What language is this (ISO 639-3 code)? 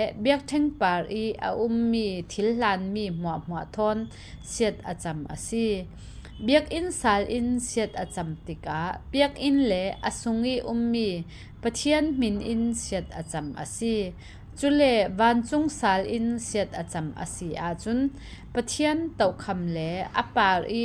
cfm